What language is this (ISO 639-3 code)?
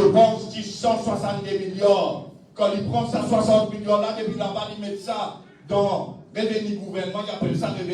mfe